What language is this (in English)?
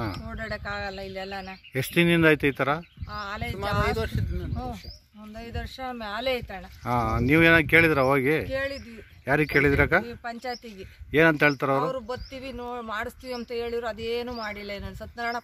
Kannada